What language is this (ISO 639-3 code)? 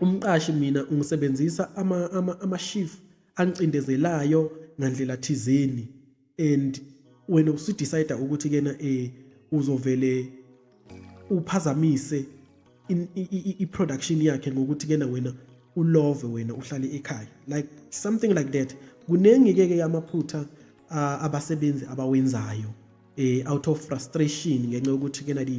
zul